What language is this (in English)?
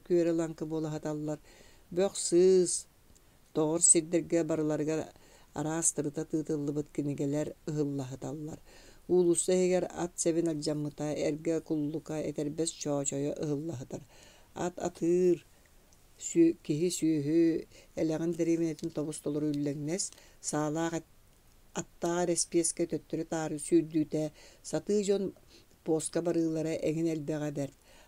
Yakut